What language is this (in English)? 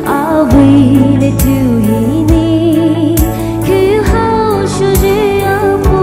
Poumei Naga